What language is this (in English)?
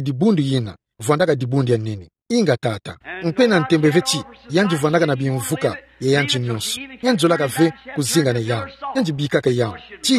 Kituba (Democratic Republic of Congo)